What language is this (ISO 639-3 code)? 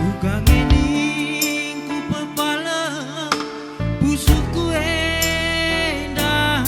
btx